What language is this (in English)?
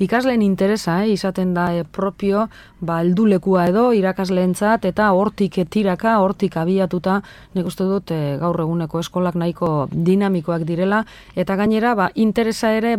Basque